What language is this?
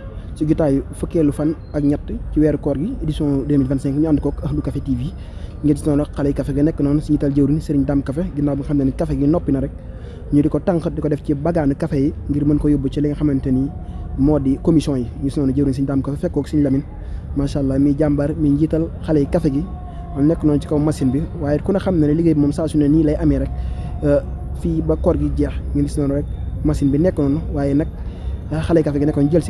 Wolof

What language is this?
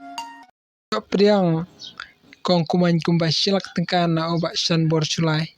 Khasi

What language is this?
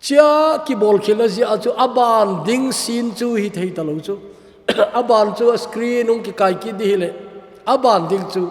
Thado Chin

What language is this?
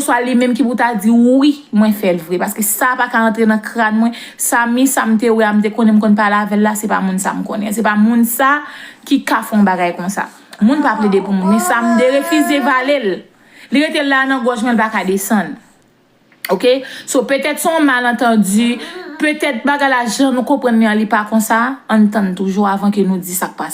Haitian Creole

